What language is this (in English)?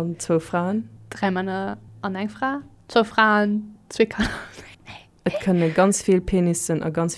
Luxembourgish